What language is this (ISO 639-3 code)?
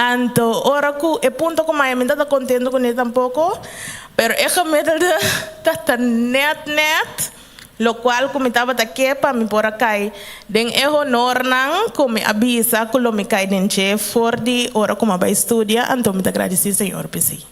pap